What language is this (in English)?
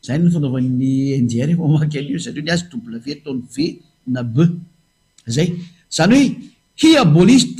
Malagasy